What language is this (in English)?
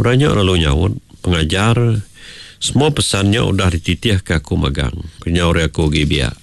Iban